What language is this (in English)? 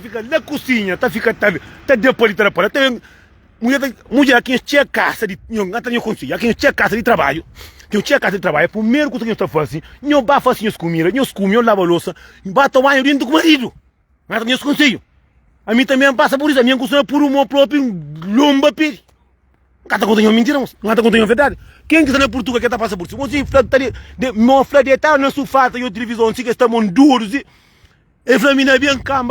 Kabuverdianu